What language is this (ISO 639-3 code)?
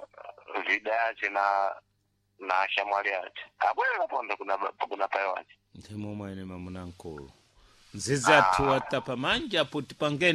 seh